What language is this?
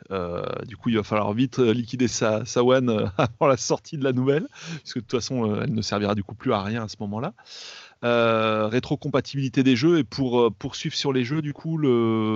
French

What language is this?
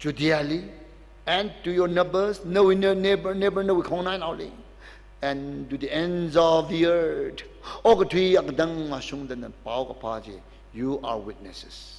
Tangkhul Naga (India)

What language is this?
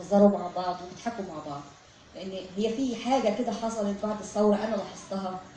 Egyptian Arabic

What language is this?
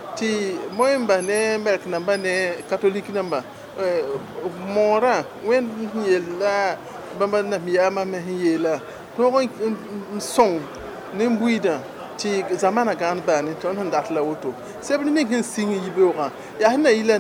Mossi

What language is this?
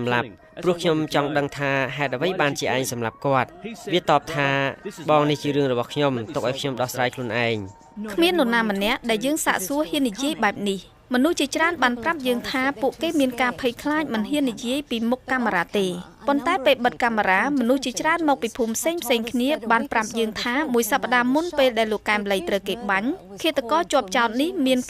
Khmer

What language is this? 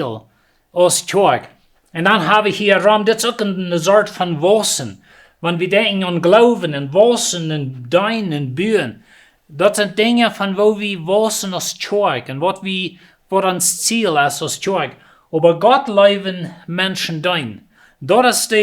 Plautdietsch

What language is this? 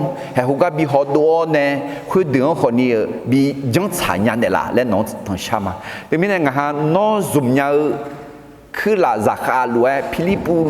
Akha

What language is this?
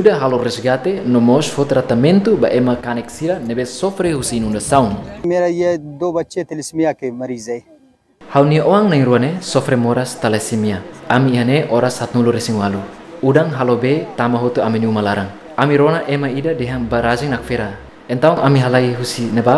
Tetum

